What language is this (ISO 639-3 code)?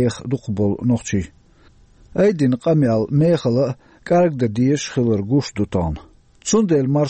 che